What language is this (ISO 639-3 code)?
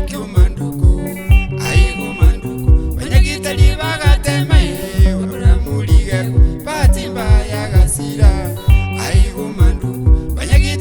guz